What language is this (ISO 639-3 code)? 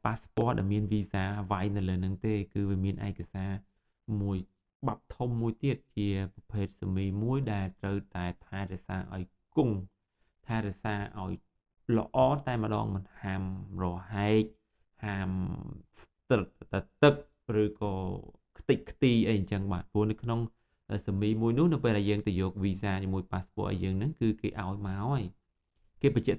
khm